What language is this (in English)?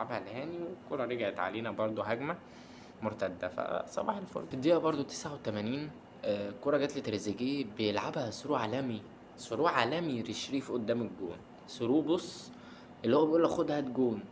Egyptian Arabic